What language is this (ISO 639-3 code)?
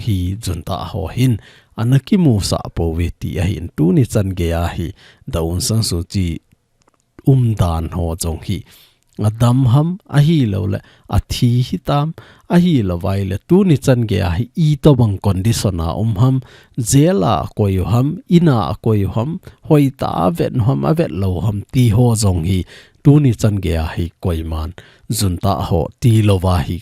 tcz